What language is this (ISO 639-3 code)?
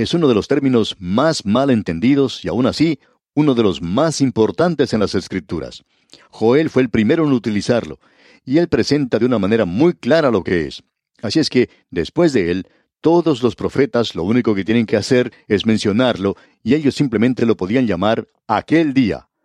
spa